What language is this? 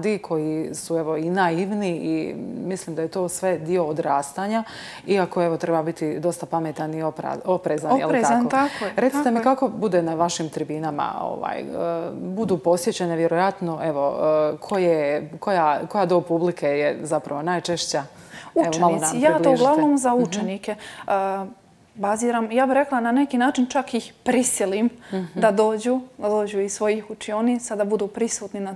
Croatian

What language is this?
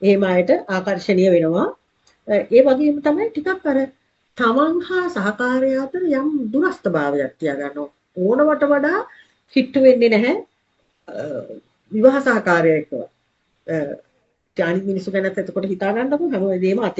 Sinhala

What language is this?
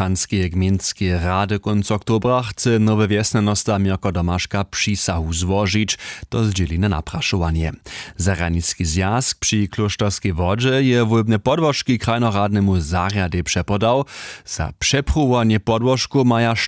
Upper Sorbian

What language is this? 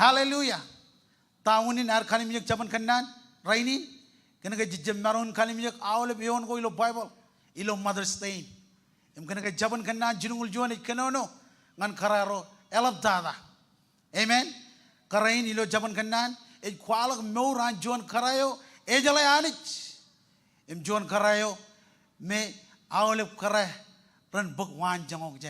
Marshallese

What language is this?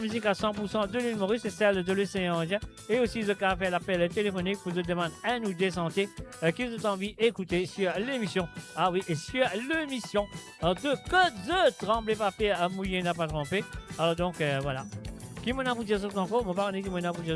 Morisyen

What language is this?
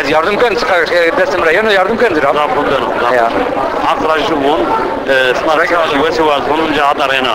Zaza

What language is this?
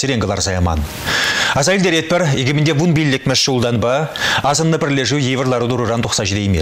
Chuvash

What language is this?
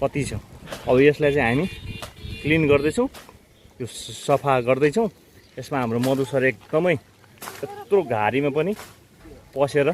Nepali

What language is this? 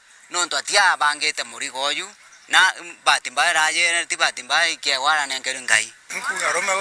Meru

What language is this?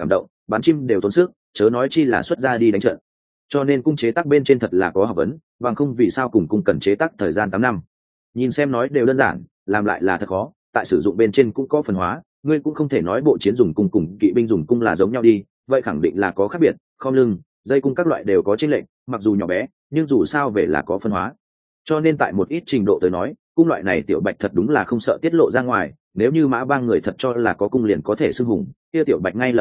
Vietnamese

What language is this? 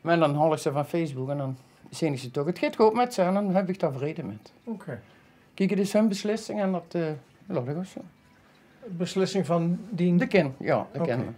Limburgish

